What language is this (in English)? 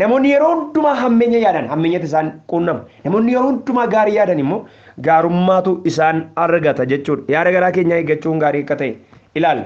Oromo